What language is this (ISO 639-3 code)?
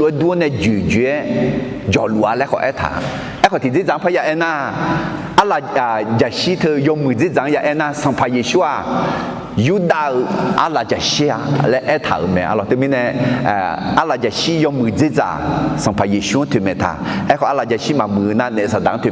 ahk